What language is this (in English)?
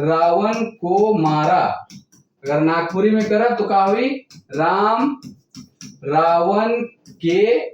Sadri